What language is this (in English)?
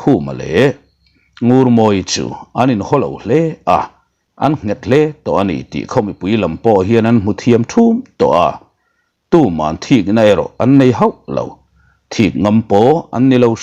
Mizo